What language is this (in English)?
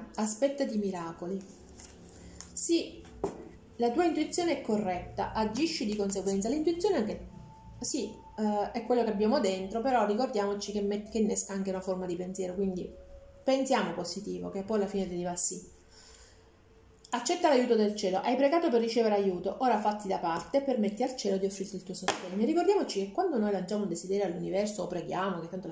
Italian